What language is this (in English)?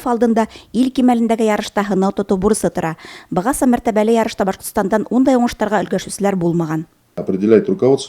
Bashkir